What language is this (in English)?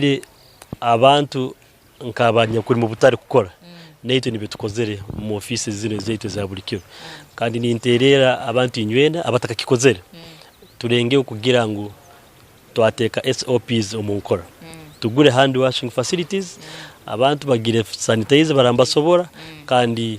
Nyankole